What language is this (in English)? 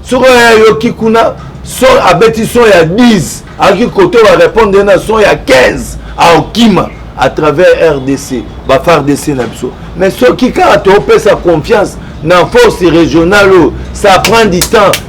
Lingala